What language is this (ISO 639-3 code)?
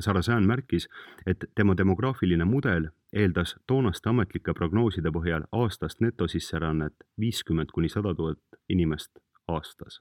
est